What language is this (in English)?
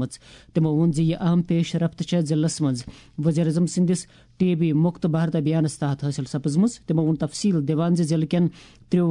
Kashmiri